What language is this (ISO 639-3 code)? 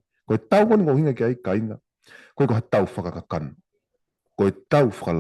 ton